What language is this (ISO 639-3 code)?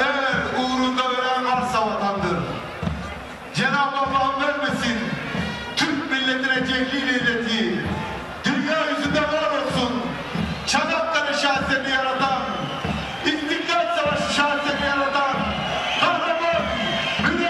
tur